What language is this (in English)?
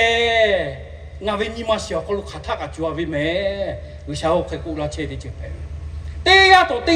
Lahu